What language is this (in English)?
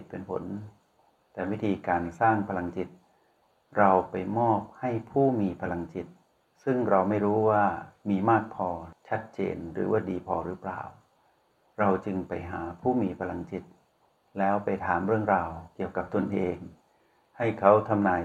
Thai